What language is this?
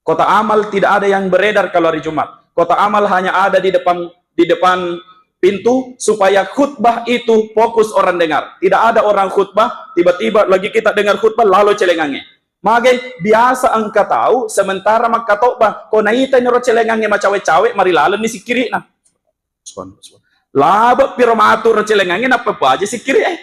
Buginese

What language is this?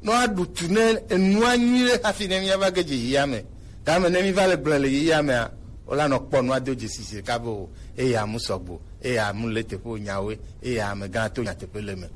Gen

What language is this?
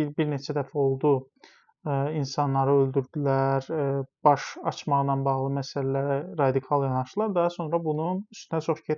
Azerbaijani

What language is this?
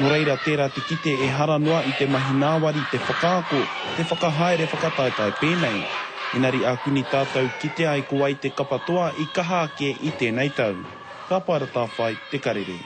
Māori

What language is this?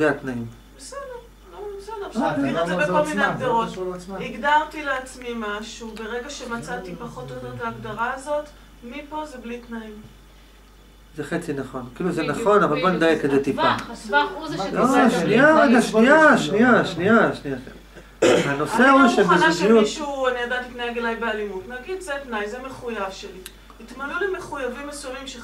Hebrew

